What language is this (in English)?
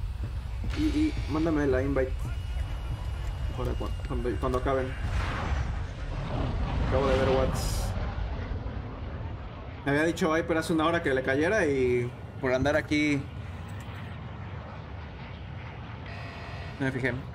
Spanish